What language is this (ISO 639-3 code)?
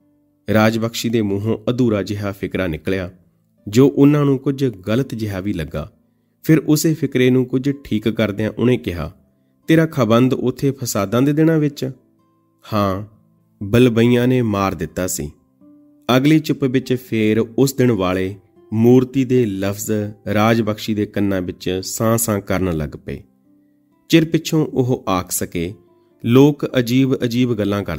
pan